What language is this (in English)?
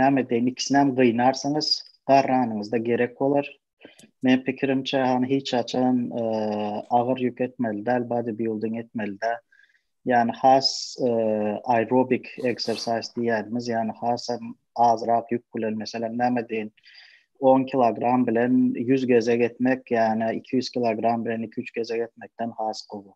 Turkmen